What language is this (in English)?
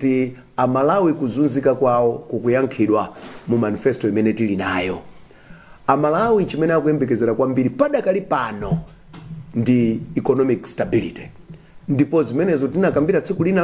Nyanja